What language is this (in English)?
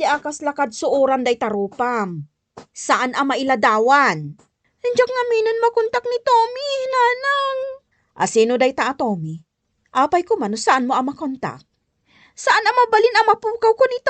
Iloko